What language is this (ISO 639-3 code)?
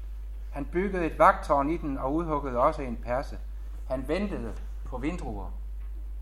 dan